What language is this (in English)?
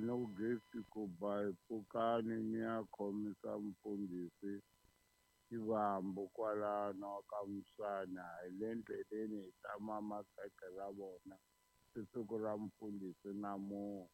Tsonga